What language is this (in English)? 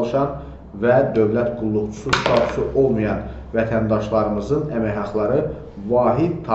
Azerbaijani